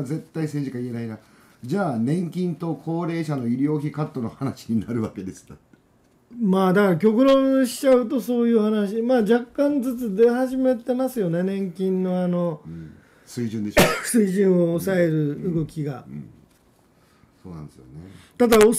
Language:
Japanese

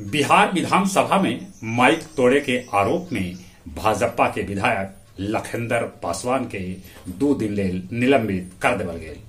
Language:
Magahi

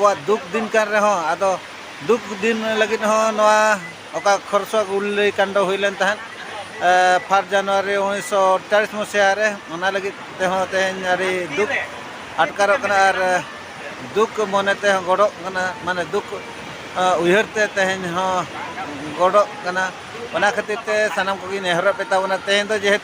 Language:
Santali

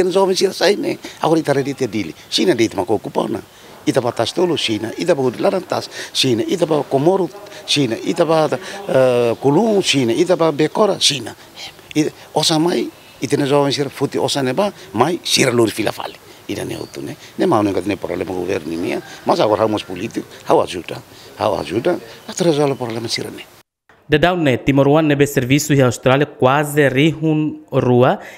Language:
Tetum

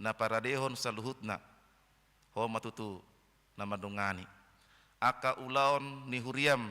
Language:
Batak Toba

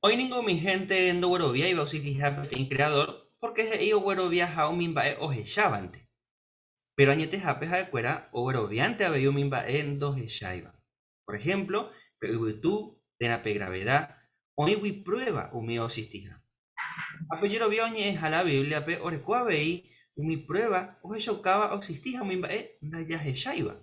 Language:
Guarani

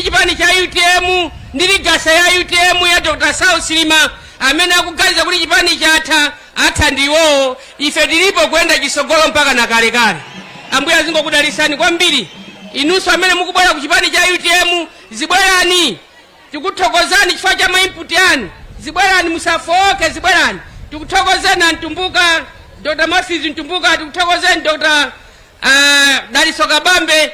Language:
Nyanja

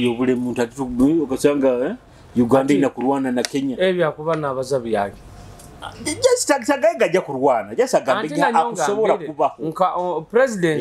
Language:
Nyoro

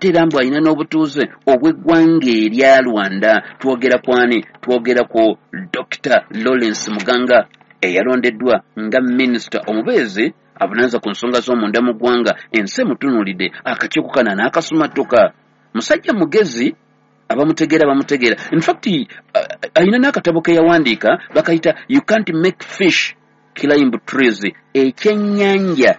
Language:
Ganda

